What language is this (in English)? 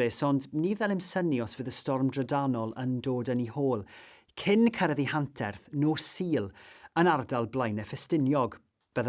Welsh